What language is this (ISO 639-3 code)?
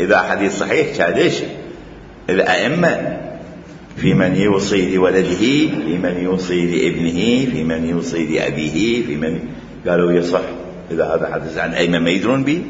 acm